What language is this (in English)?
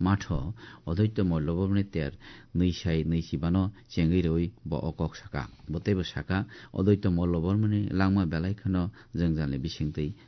Kok Borok